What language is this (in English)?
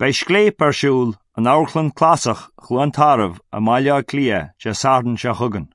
Irish